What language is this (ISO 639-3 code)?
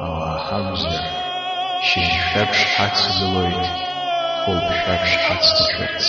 abk